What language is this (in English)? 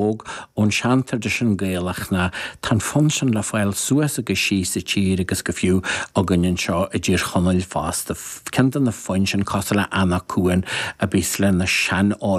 Irish